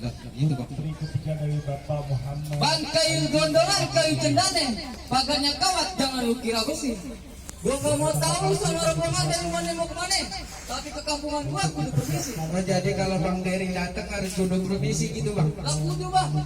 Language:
Betawi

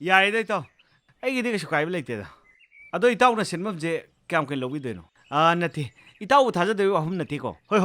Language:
Manipuri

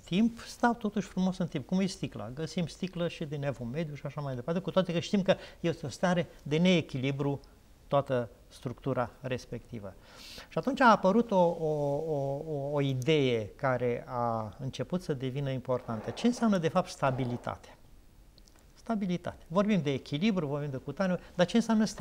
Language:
Romanian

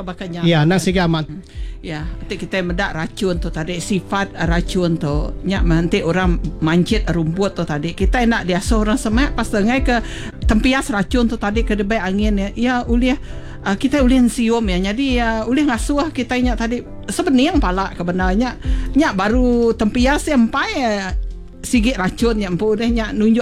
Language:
Iban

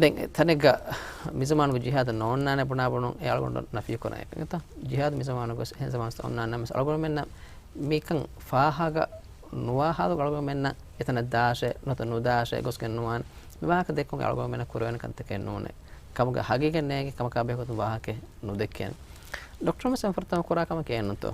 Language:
Divehi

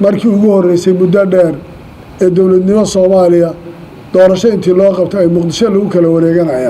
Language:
Somali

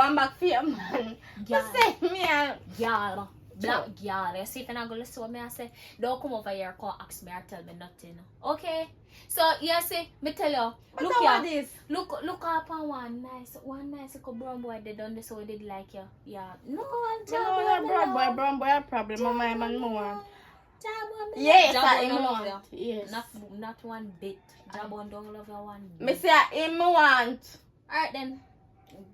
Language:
Jamaican Creole English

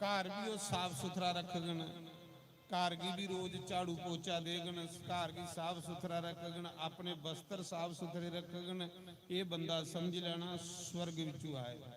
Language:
Dogri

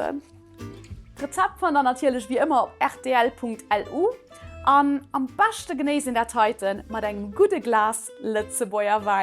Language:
Luxembourgish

